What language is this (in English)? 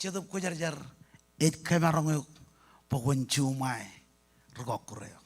Marshallese